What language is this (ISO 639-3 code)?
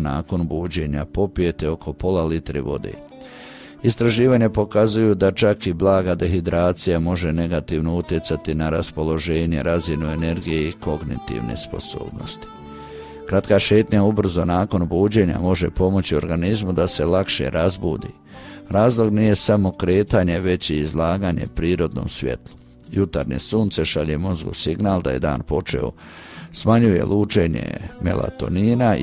hrv